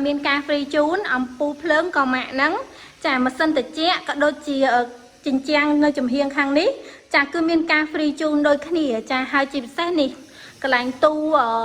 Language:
Khmer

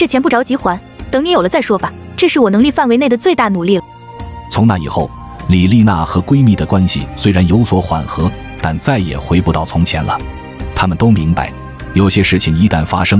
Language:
Chinese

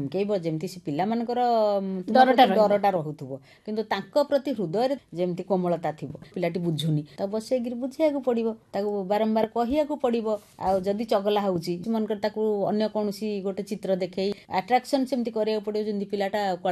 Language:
Odia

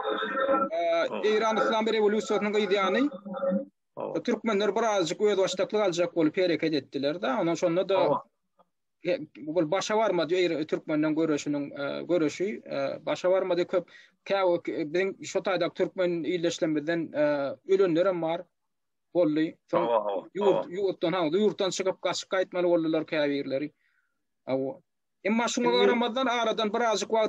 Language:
Turkmen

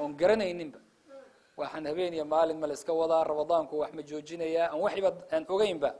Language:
Somali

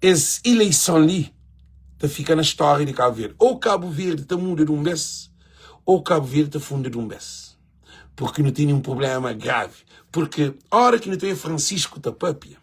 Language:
Kabuverdianu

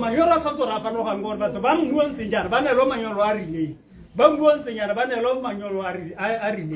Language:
Tswana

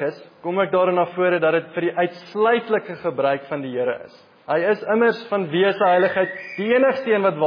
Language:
Afrikaans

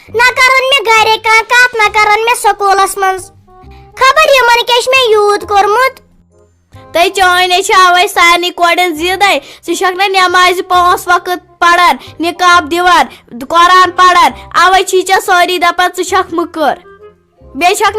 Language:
Kashmiri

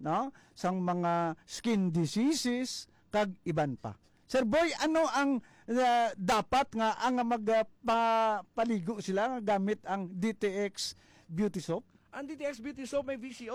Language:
Hiligaynon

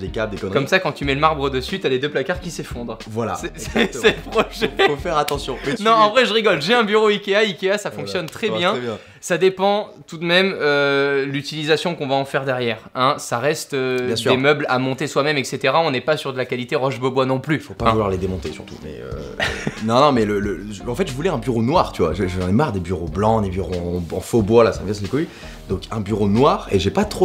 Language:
French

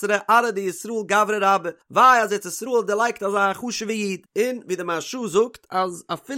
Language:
Yiddish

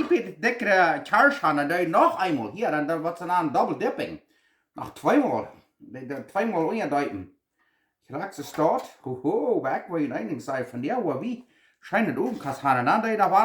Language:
Plautdietsch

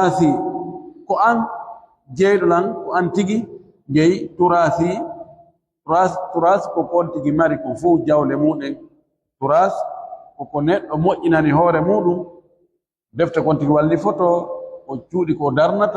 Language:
Pular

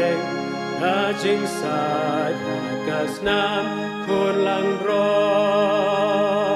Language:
Khasi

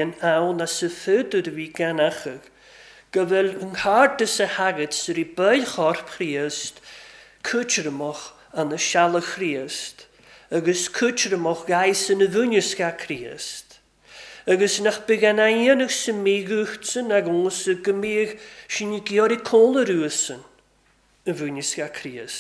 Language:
Welsh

